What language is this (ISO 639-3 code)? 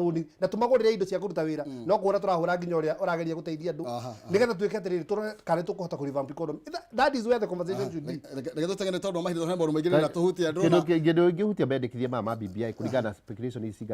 kik